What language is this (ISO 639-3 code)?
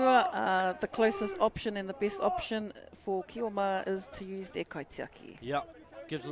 mri